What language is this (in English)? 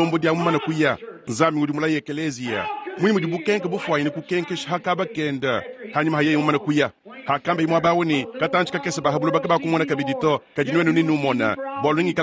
Luba-Lulua